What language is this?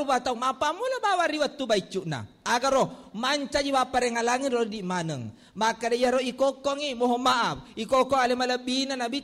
Buginese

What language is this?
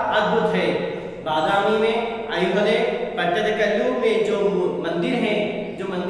Hindi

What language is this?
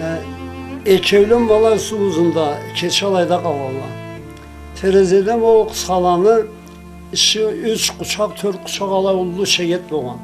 Karachay-Balkar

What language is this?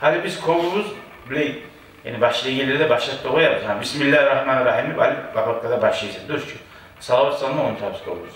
Kumyk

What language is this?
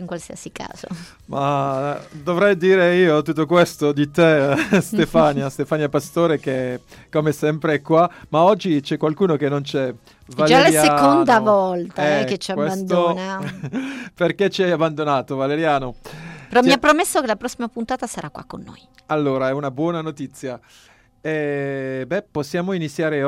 Italian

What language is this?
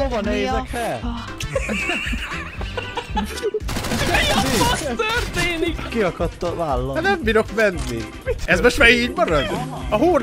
Hungarian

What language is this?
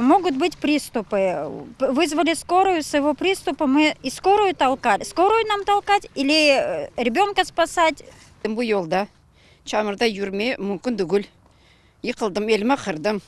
Crimean Tatar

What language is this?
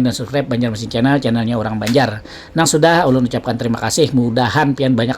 Banjar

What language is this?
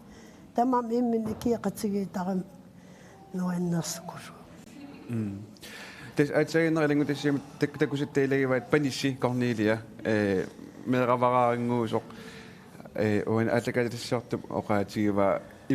Kalaallisut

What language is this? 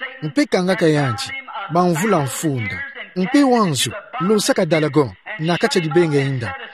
Kituba (Democratic Republic of Congo)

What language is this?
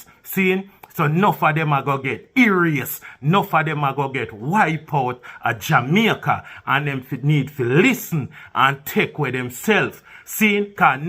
Jamaican Creole English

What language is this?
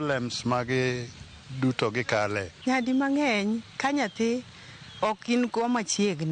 Luo (Kenya and Tanzania)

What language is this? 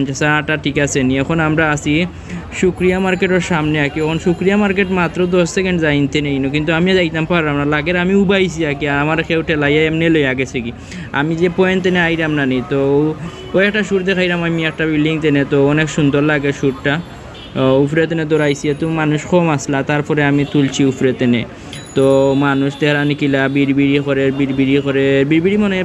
Sylheti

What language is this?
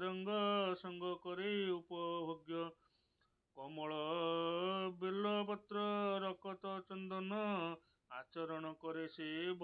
Odia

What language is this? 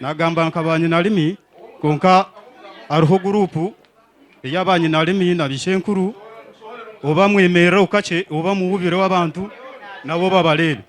Nyankole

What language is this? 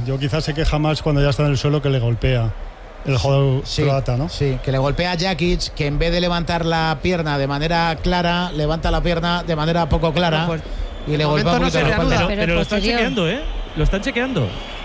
Spanish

